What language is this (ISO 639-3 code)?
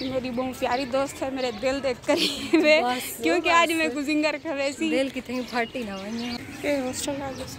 skr